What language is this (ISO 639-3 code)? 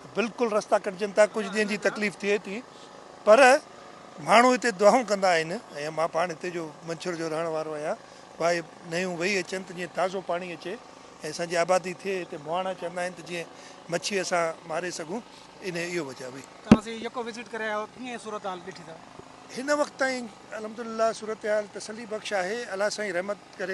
snd